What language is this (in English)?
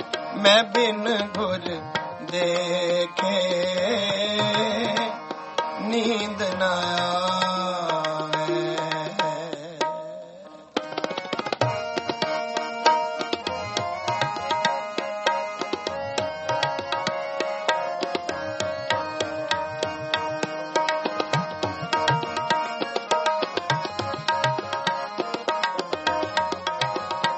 Punjabi